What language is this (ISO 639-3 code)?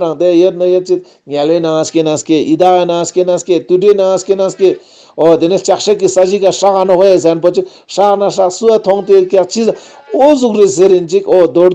lbj